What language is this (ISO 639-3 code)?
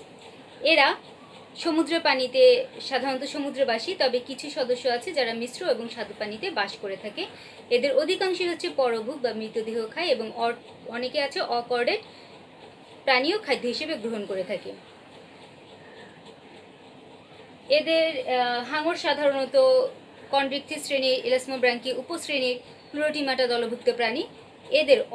ben